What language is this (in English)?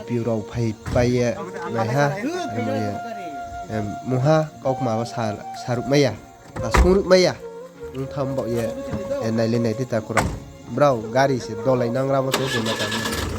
Riang (India)